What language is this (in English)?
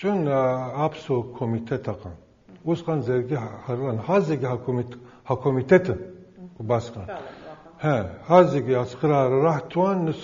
Abkhazian